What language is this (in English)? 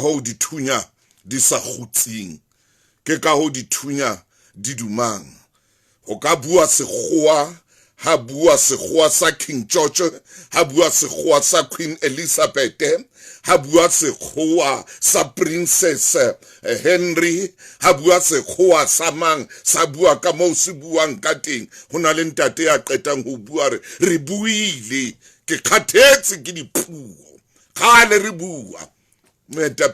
Southern Sotho